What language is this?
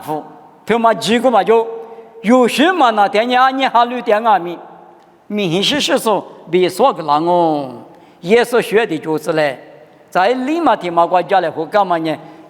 Lisu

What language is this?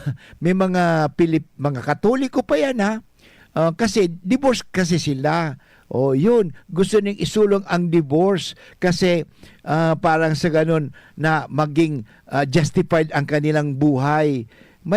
Bikol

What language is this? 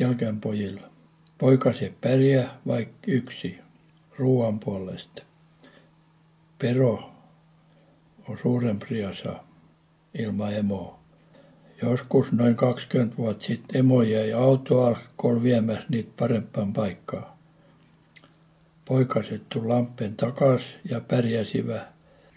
Finnish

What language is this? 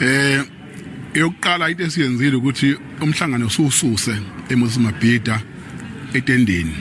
Zulu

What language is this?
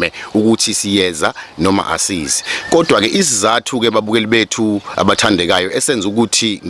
Zulu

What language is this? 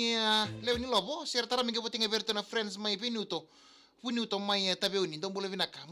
Fijian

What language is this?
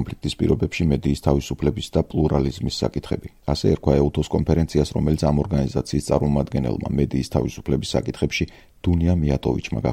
Georgian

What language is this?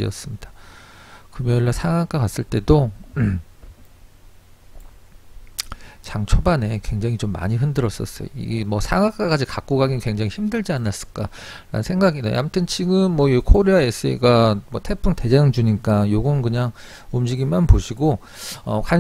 Korean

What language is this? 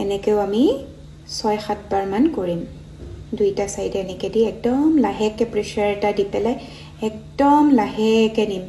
Assamese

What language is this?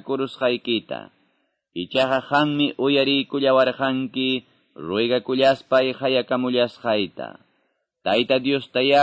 Quechua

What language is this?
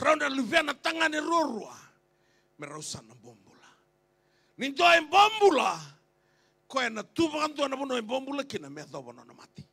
Fijian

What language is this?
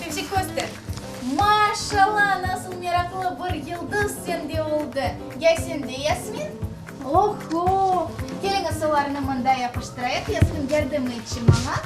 Crimean Tatar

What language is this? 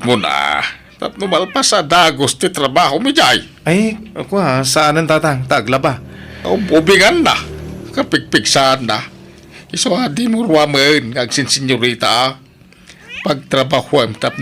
Iloko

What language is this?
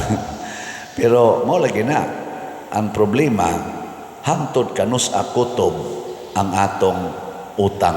Cebuano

